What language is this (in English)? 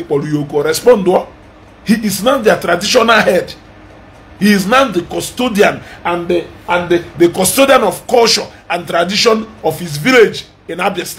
Igbo